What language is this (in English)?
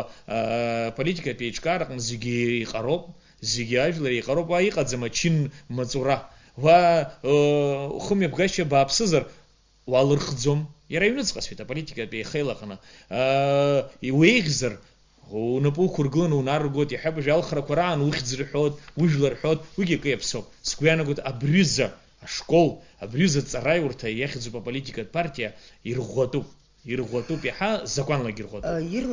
Abkhazian